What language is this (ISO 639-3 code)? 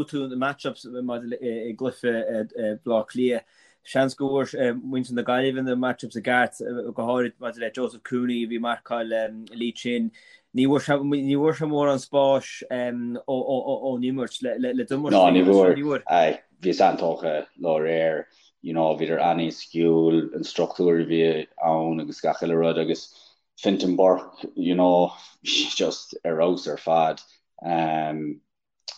gle